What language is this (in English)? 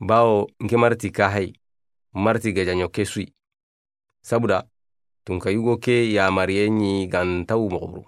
Soninke